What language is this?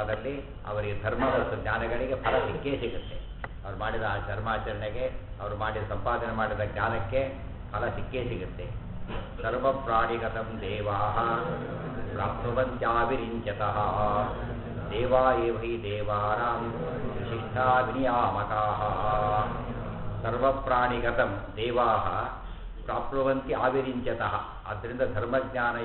Kannada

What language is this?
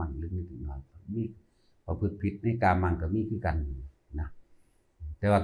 Northeastern Thai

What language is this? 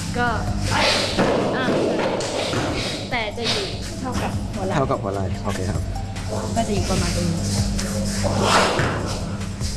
Thai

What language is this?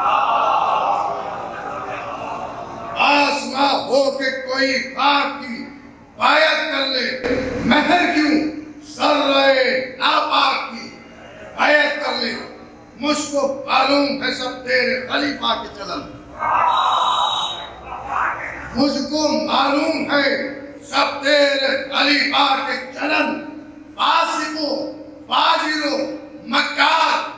Urdu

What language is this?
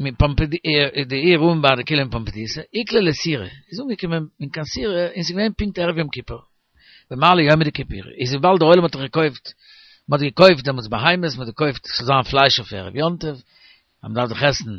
Yiddish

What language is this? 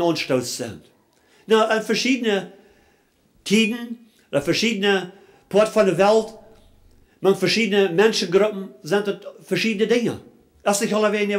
Plautdietsch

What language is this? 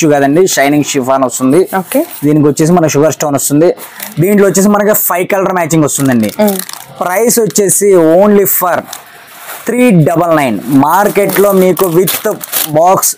Telugu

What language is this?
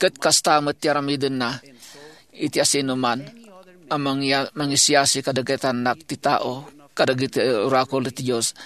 Iloko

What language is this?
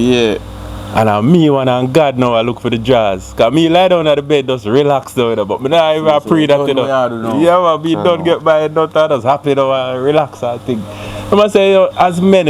Jamaican Creole English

